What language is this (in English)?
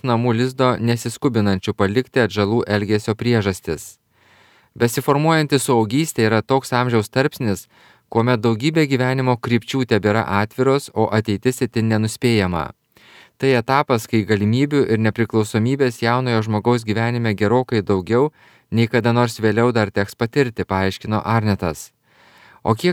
Lithuanian